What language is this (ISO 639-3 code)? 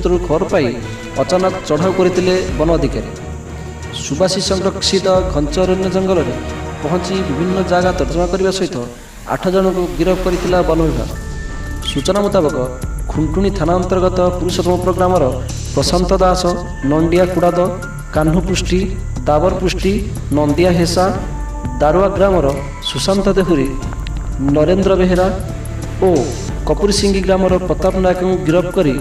ori